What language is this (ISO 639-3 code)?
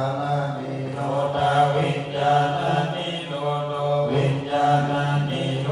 pli